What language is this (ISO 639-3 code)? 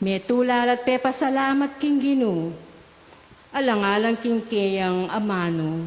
pam